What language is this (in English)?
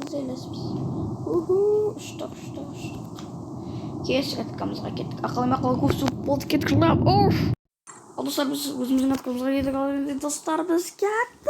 Kazakh